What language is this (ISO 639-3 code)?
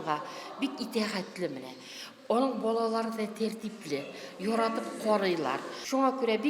tat